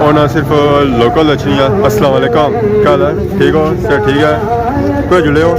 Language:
Pahari-Potwari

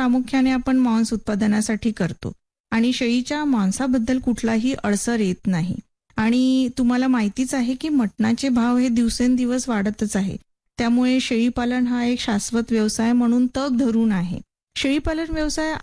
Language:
Marathi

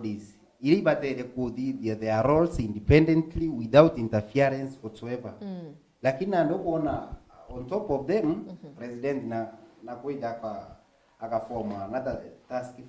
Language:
Meru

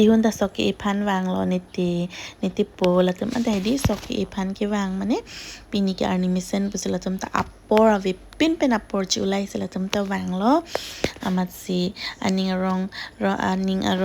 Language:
Karbi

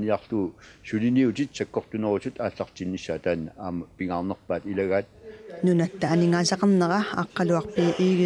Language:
Kalaallisut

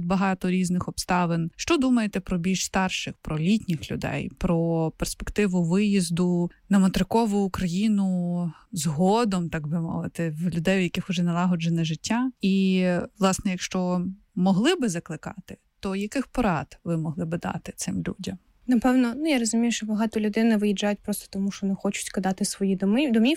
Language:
Ukrainian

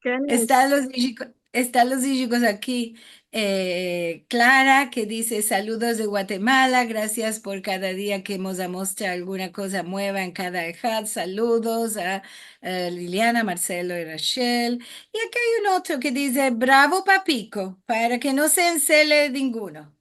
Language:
Ladino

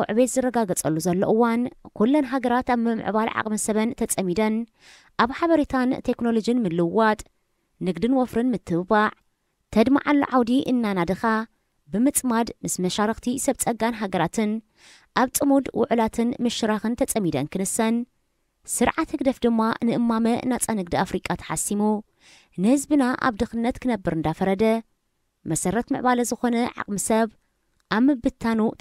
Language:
Tigrinya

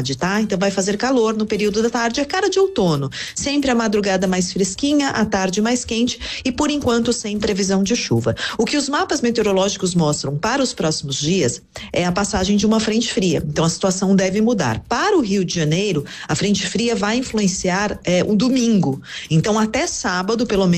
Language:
Portuguese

